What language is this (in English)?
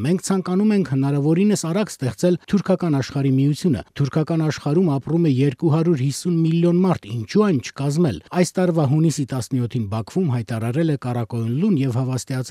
Armenian